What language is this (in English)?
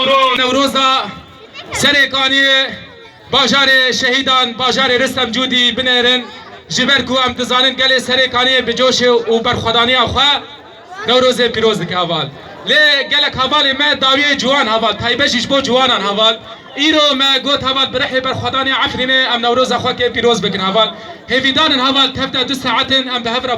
Kurdish